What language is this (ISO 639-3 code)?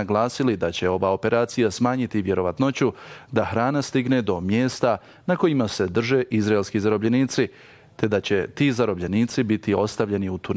bos